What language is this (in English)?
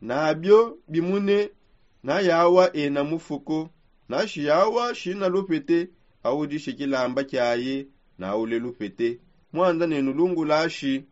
Songe